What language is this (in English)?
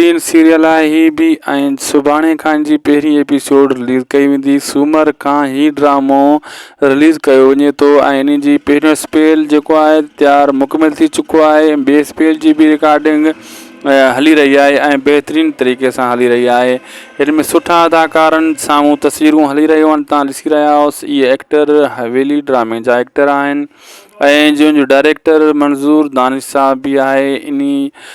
Sindhi